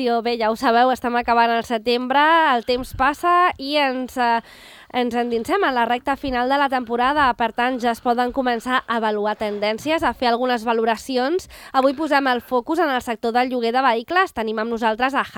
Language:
Catalan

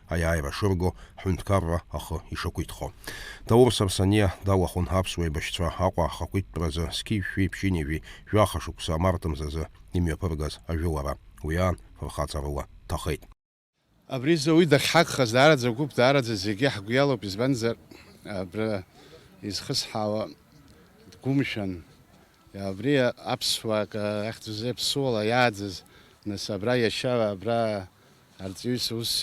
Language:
Abkhazian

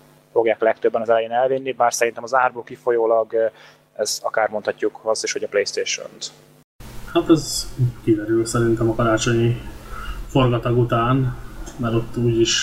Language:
Hungarian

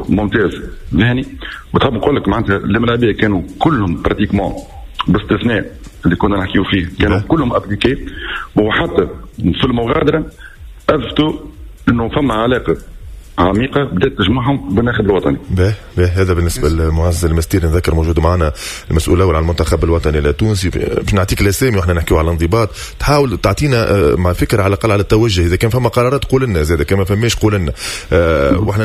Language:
Tunisian Arabic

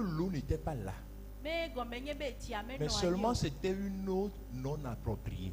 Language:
Ewe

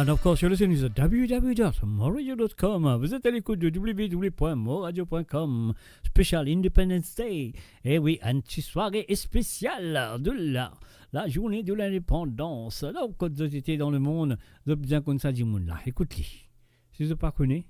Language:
Morisyen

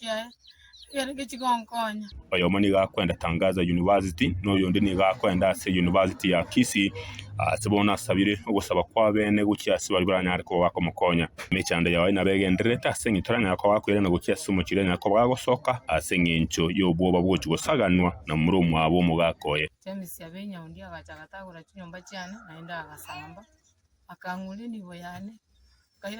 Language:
Gusii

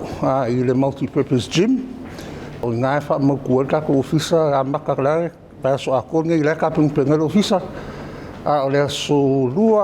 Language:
Samoan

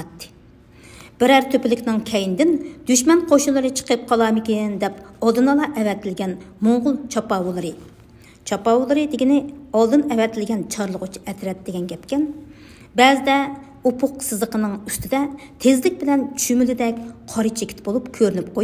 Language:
Uyghur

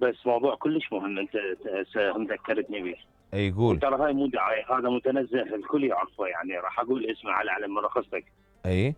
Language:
Mesopotamian Arabic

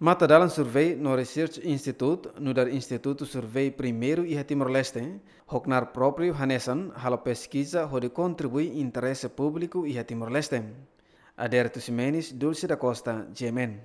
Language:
Tetum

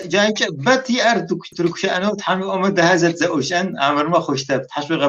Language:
Kabardian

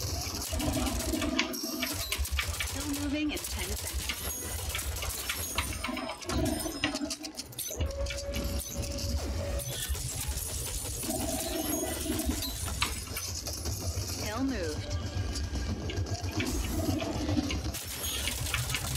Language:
Portuguese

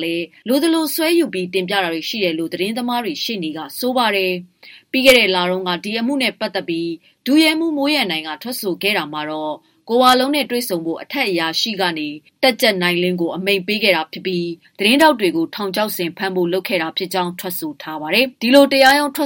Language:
Burmese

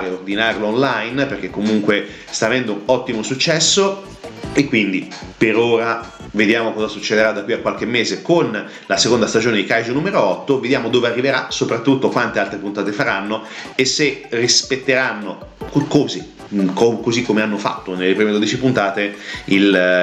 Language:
Italian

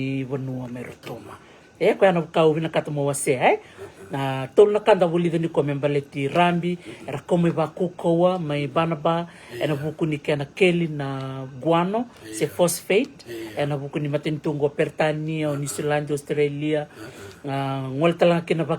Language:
Fijian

